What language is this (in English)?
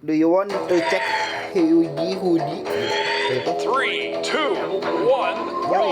Banjar